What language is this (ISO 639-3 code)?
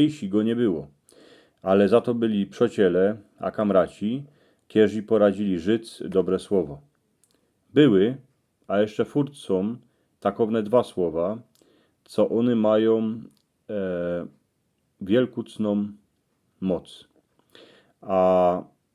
szl